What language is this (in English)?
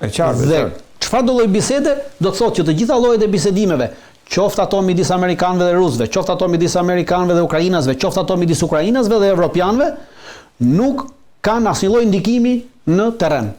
Albanian